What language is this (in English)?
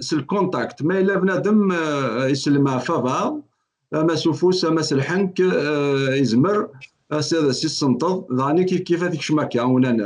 Kabyle